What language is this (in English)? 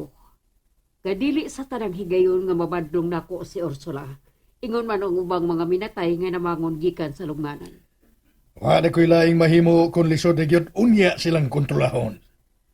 Cebuano